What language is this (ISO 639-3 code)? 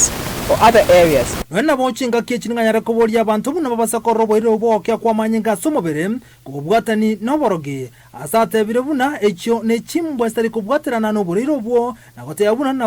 guz